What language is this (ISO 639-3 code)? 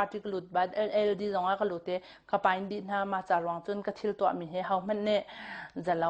cnh